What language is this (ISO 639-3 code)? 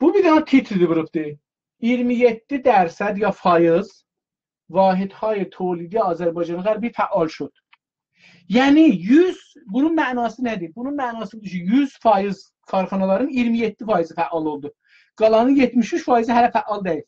azb